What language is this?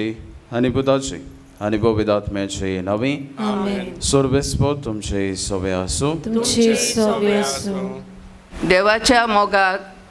Konkani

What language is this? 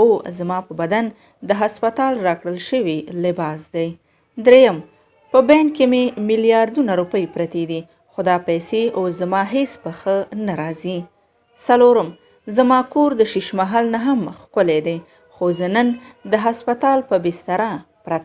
Pashto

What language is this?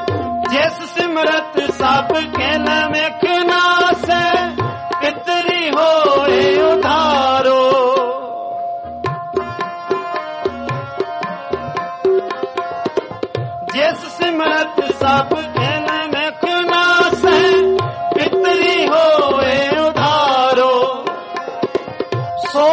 Punjabi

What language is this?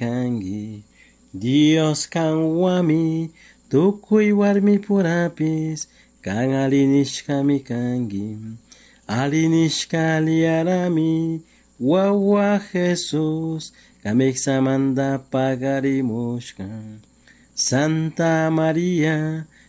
Chimborazo Highland Quichua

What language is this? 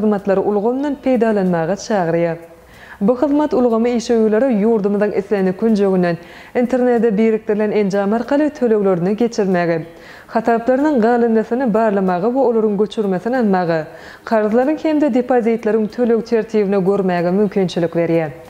Turkmen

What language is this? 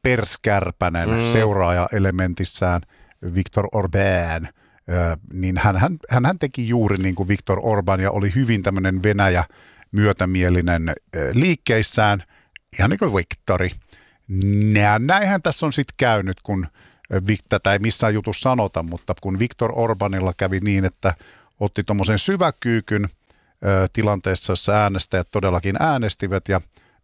Finnish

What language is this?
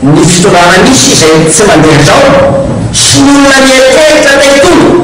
Malagasy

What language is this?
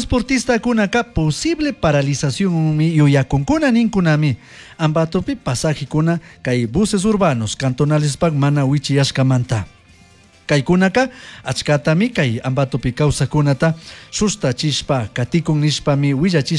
Chimborazo Highland Quichua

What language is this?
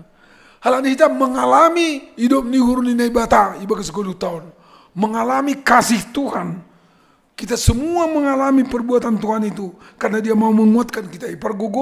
Batak Simalungun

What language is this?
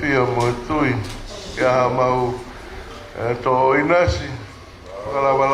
Tongan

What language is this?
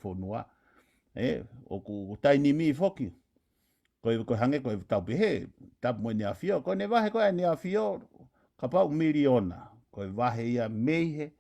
Tongan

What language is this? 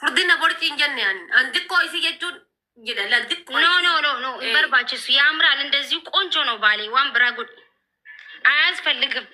Oromo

